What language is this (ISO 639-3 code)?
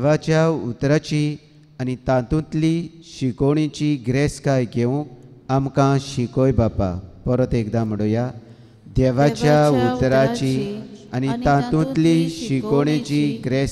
kok